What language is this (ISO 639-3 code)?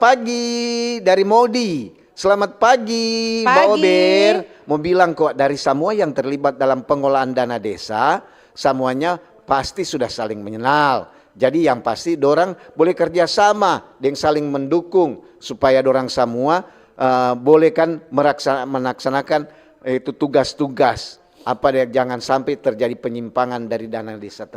xmm